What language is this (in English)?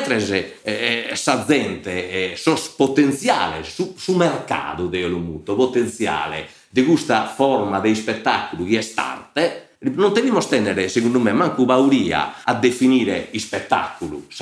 Sardinian